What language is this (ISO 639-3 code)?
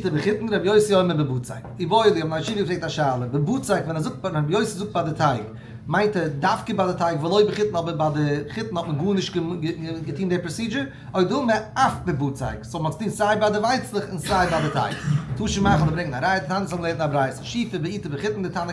yid